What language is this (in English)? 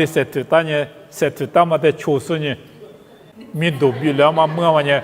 Lisu